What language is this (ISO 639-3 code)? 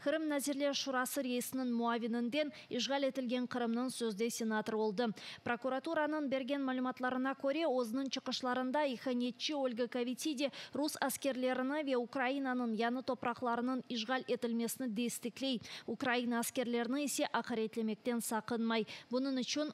crh